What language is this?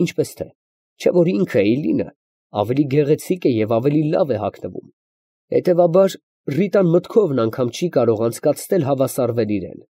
Armenian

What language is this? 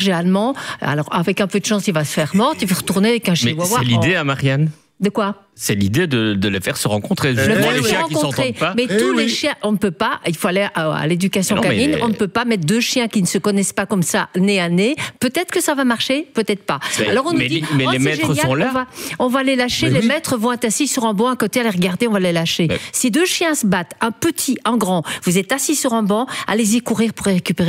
French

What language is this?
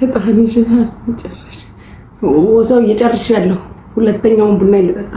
Amharic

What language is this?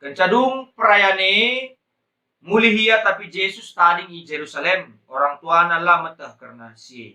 Batak Karo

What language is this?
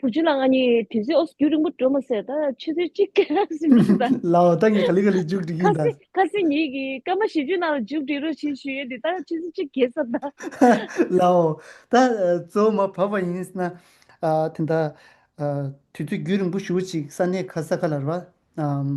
Tibetan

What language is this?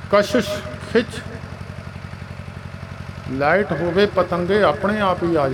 Punjabi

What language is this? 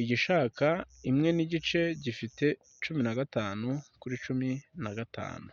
Kinyarwanda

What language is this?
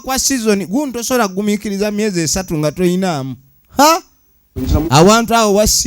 Ganda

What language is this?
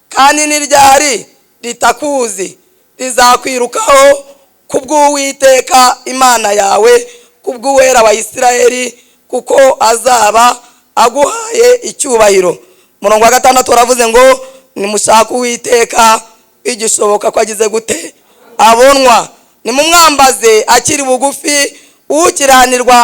Kinyarwanda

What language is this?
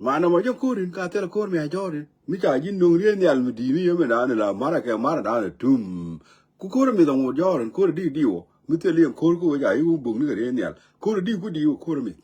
Nuer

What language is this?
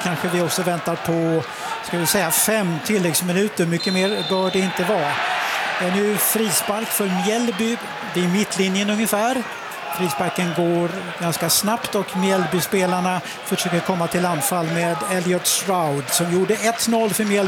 Swedish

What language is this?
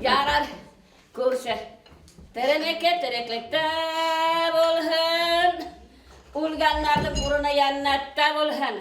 Bashkir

